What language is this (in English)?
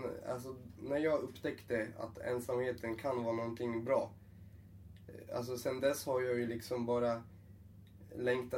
Swedish